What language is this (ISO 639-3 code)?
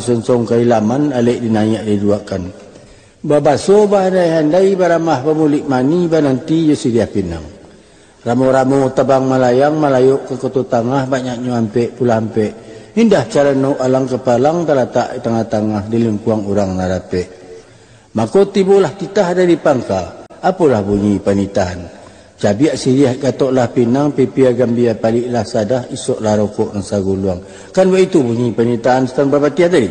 min